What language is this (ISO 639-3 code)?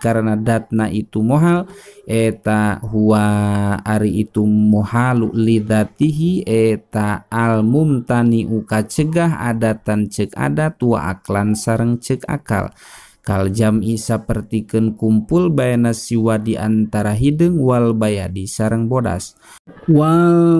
sun